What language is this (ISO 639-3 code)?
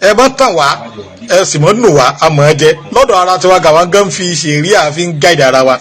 yor